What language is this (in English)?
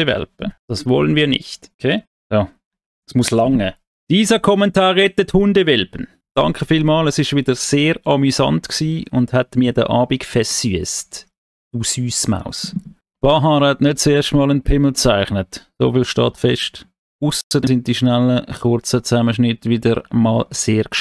Swiss German